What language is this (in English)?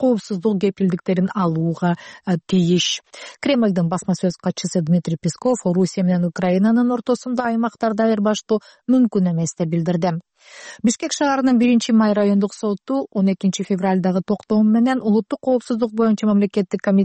Kyrgyz